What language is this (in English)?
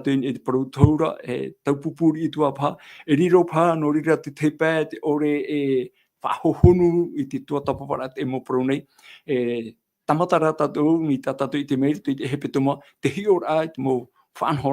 Tahitian